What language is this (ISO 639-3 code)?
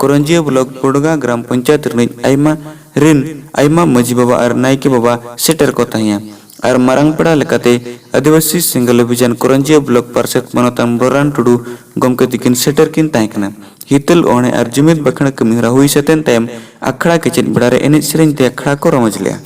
sat